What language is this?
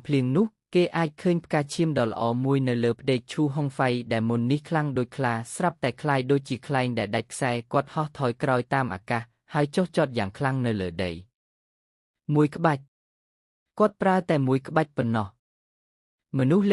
Khmer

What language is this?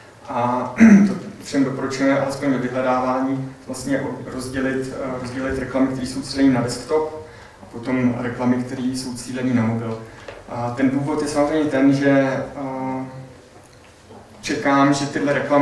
Czech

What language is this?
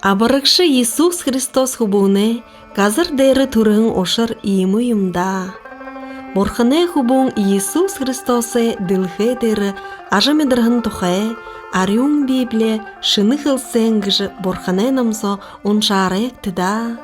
Buriat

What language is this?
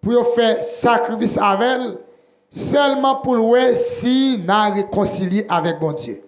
Haitian Creole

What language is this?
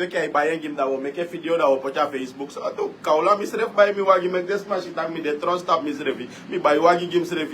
Sranan Tongo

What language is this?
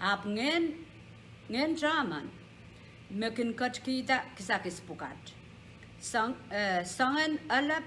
Pohnpeian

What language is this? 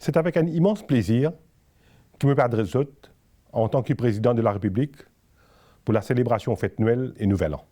Morisyen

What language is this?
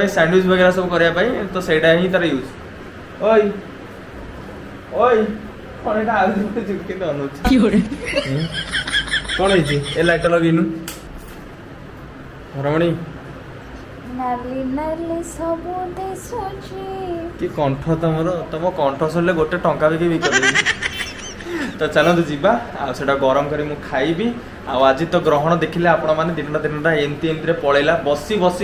Odia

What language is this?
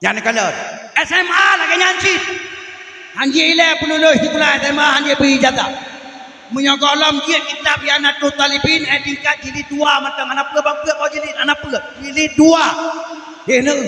Achinese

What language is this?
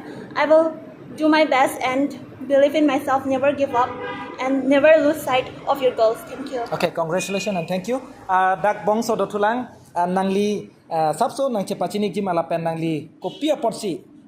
Karbi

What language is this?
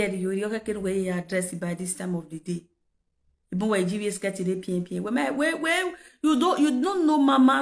Nigerian Pidgin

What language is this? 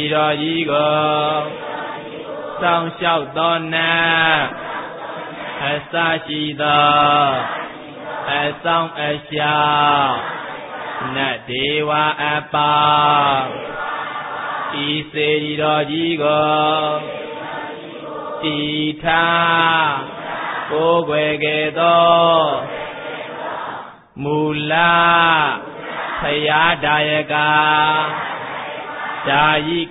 Burmese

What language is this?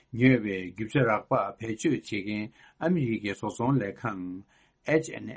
Tibetan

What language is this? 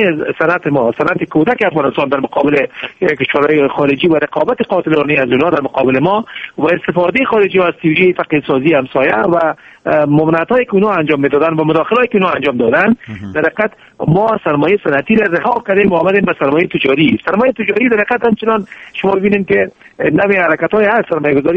Persian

